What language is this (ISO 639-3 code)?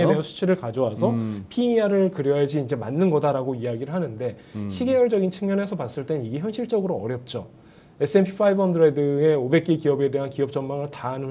kor